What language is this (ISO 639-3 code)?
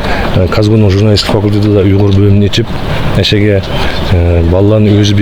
uig